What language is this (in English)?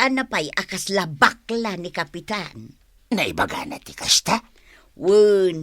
Iloko